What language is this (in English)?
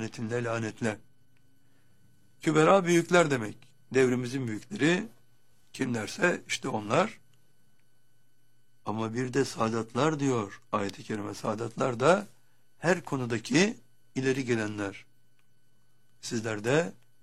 Turkish